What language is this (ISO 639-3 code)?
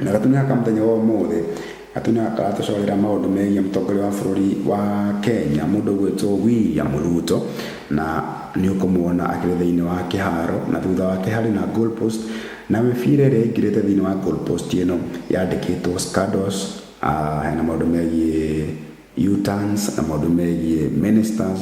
kik